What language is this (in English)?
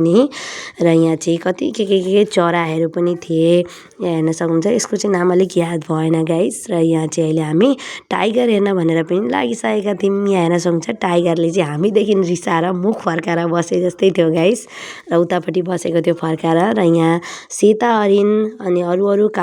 Nepali